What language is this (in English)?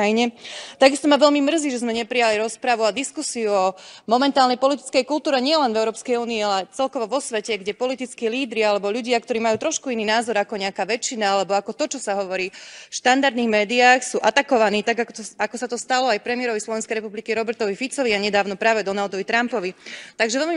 Slovak